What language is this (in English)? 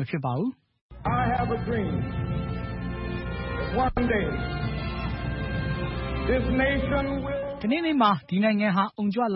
Burmese